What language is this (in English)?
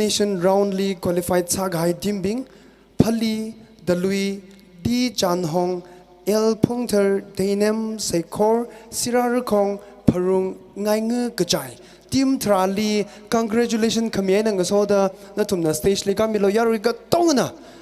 Tangkhul Naga (India)